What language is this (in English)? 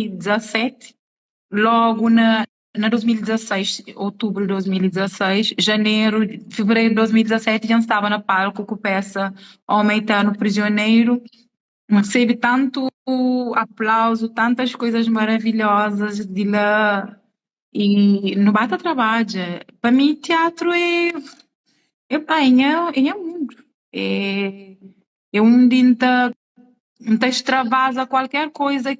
Kabuverdianu